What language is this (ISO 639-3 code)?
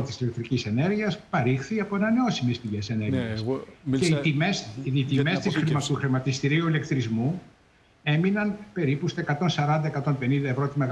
ell